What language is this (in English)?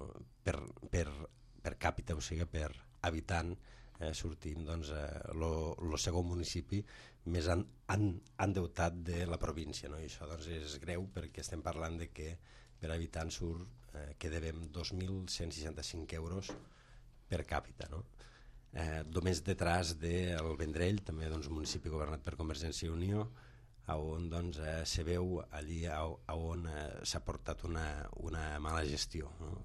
Catalan